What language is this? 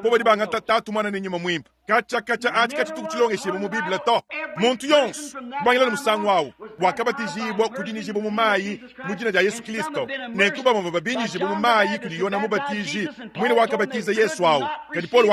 Luba-Lulua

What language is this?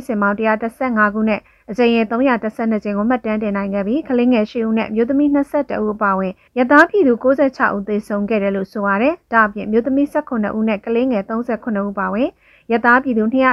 Burmese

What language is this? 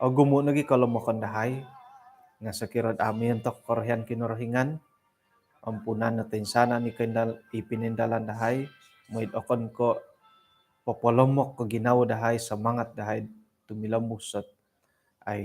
Central Dusun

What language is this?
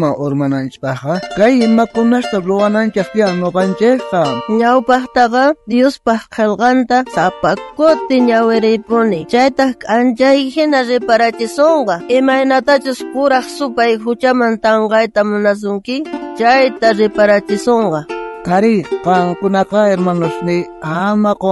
South Bolivian Quechua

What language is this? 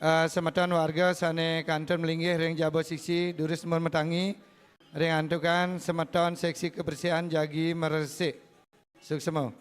Balinese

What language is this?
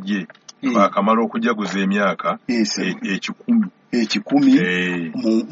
Ganda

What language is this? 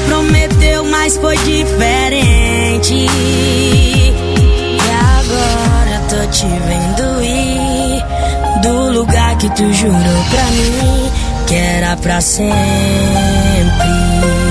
Portuguese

